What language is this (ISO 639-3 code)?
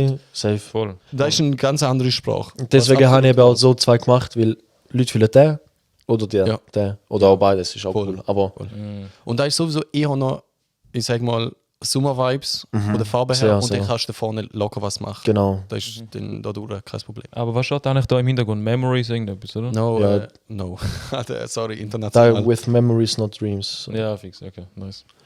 gsw